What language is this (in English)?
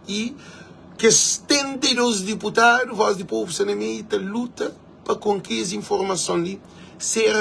Kabuverdianu